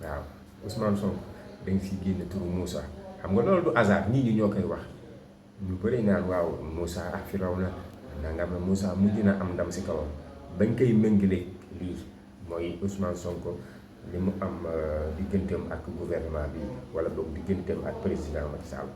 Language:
Wolof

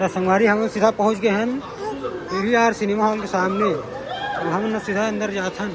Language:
Chhattisgarhi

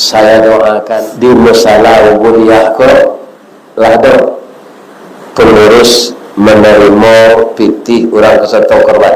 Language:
Minangkabau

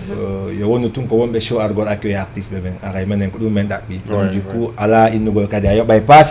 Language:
Fula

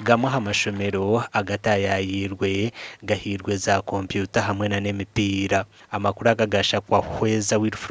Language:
Nyankole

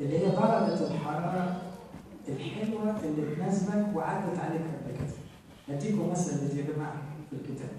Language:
Egyptian Arabic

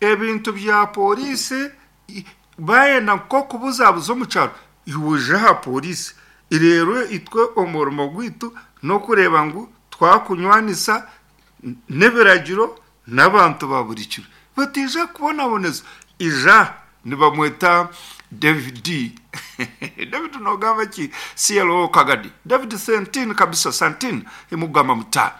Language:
Nyankole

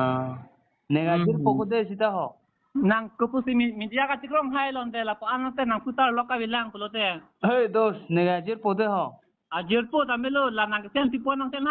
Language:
Karbi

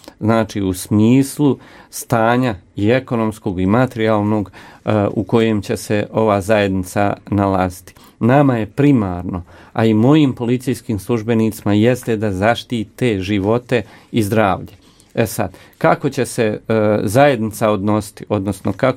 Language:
Croatian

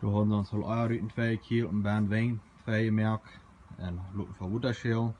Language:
Plautdietsch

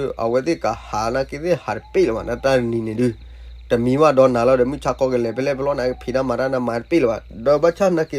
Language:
S'gaw Karen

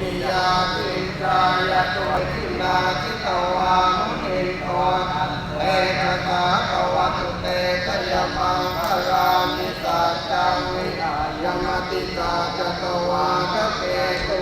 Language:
Pali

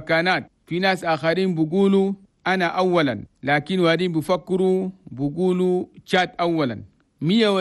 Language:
Chadian Arabic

